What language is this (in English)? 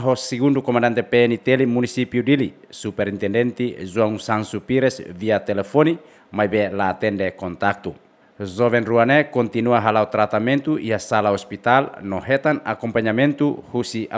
Tetum